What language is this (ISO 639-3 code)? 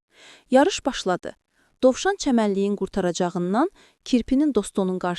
aze